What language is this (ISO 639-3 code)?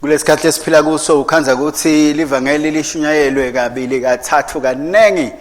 ssw